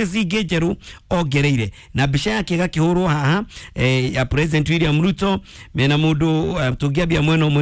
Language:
Kikuyu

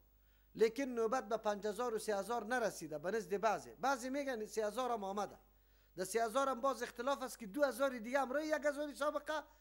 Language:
Persian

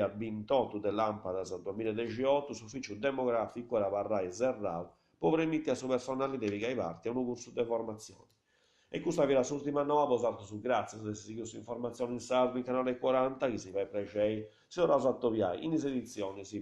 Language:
Sardinian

